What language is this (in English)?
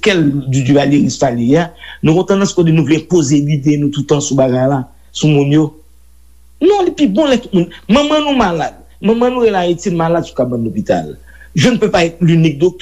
Haitian Creole